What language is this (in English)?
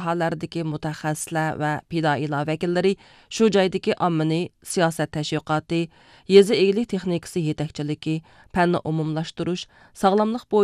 Uyghur